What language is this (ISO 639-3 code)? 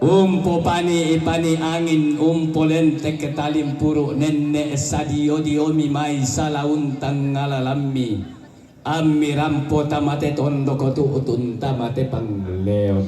sda